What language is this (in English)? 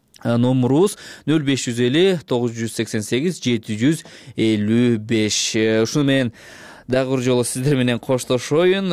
Kyrgyz